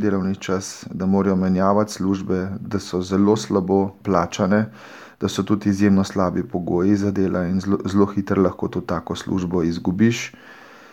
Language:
Slovenian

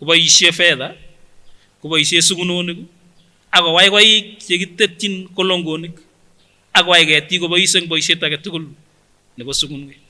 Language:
Kipsigis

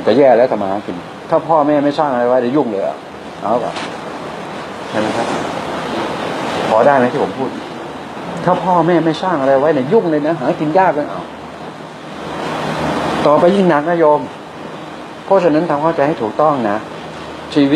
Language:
Thai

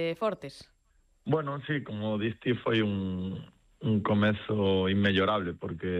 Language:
Galician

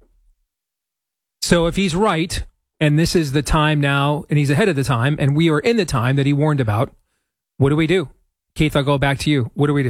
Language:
English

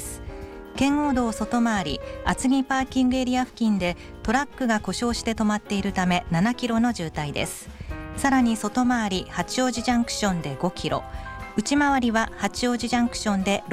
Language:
Japanese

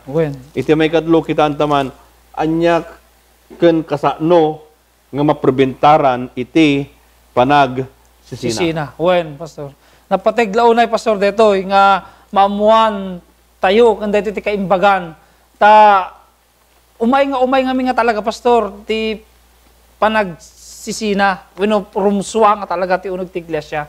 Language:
Iloko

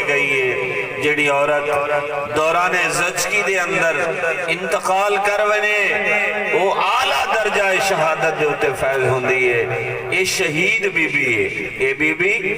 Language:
Saraiki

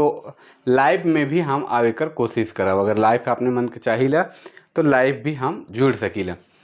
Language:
Sadri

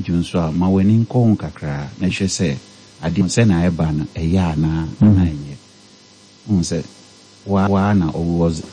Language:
Akan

